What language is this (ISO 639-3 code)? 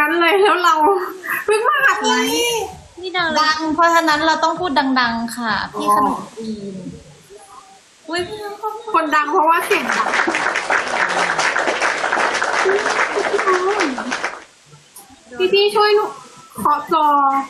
tha